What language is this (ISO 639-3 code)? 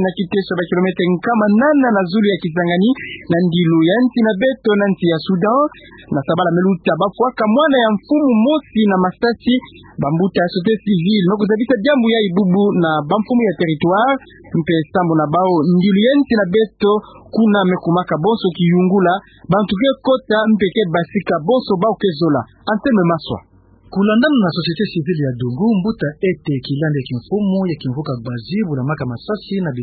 ktu